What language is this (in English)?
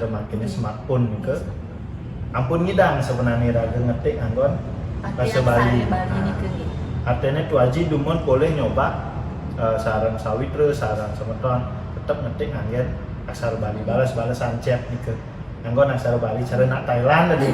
Balinese